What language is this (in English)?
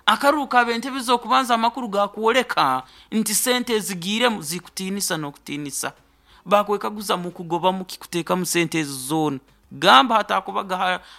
Nyoro